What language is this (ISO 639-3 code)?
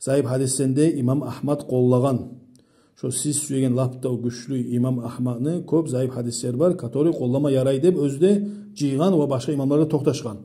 kum